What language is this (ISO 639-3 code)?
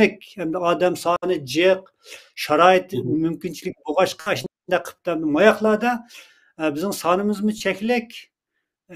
uig